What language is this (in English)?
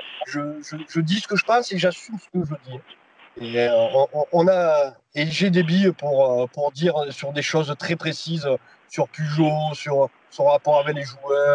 French